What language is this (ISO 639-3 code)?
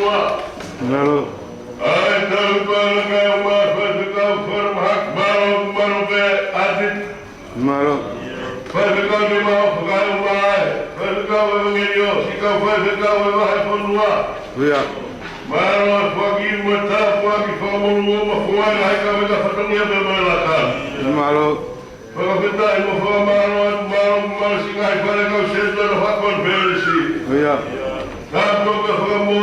ton